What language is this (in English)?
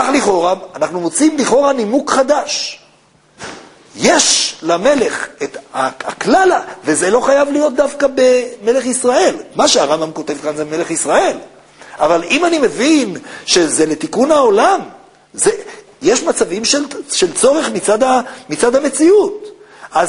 Hebrew